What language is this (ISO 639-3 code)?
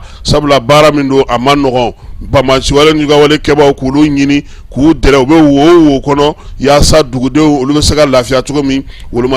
bam